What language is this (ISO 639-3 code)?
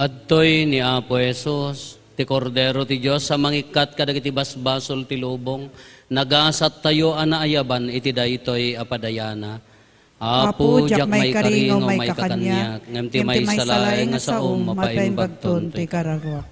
ilo